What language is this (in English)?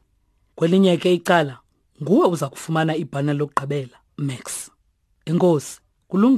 Xhosa